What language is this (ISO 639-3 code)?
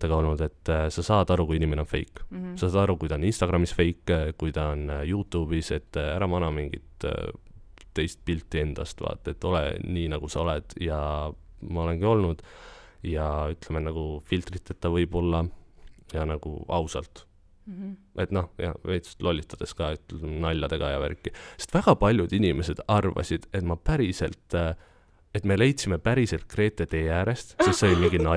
est